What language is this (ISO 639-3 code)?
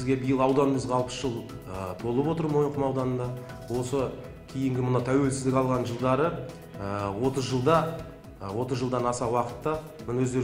kaz